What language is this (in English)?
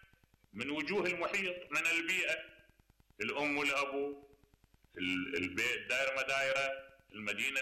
Mesopotamian Arabic